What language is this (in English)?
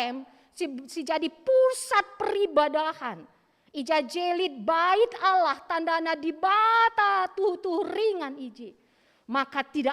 Batak Karo